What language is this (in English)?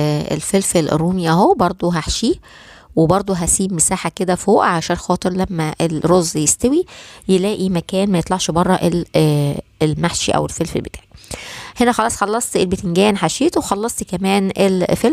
Egyptian Arabic